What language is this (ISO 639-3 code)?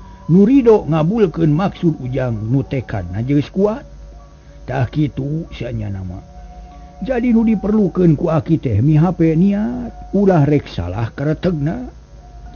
sun